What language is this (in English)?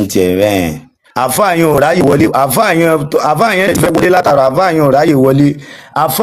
Yoruba